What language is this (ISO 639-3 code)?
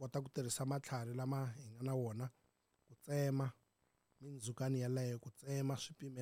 tso